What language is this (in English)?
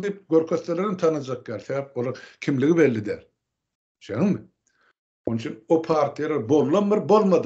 Turkmen